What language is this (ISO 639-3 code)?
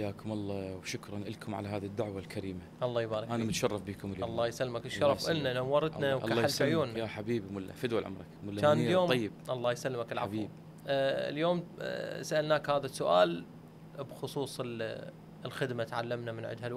acm